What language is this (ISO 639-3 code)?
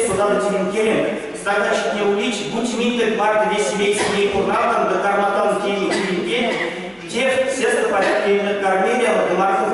myv